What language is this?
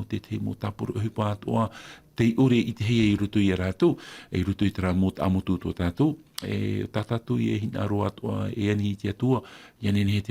Tahitian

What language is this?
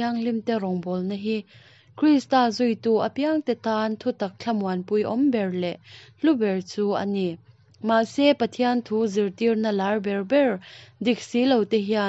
Mizo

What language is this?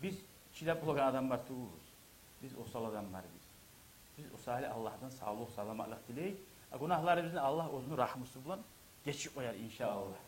Kumyk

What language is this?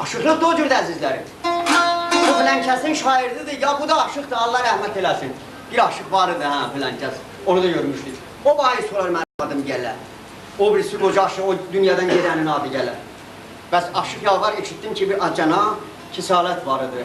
South Azerbaijani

